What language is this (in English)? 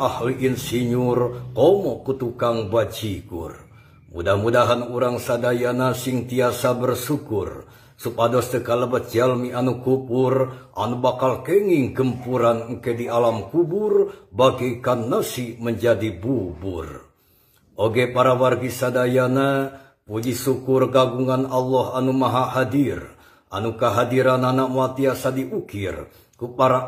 Sundanese